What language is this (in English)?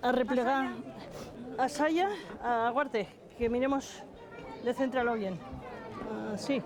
Aragonese